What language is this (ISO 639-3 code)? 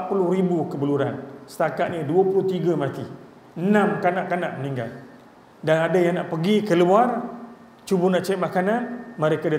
msa